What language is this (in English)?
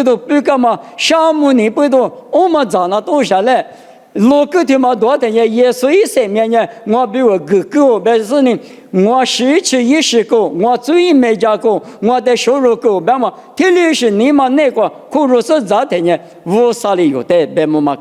Lisu